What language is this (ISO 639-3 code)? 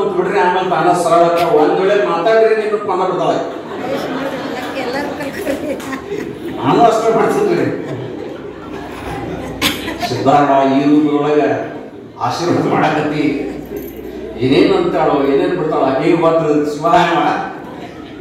kan